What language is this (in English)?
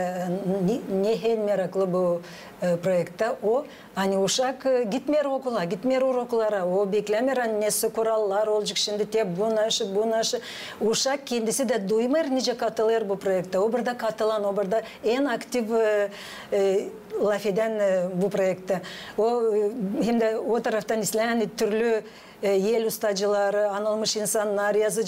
Gagauz